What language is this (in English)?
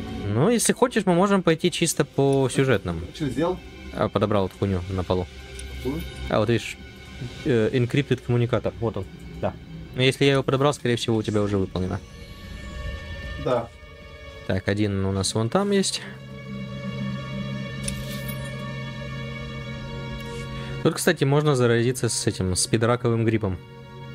Russian